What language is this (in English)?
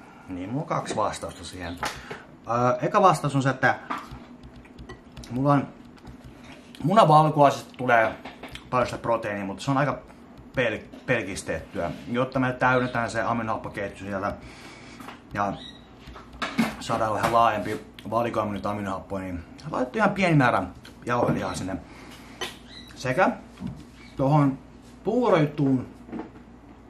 Finnish